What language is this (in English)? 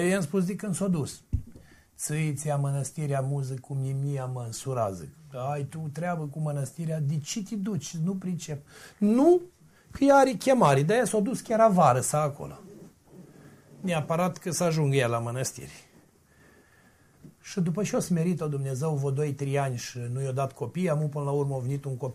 Romanian